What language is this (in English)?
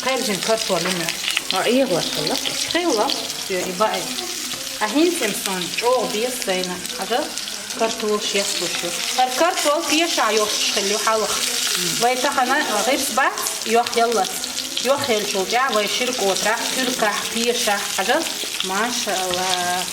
Chechen